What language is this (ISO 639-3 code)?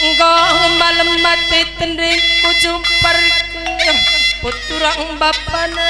btx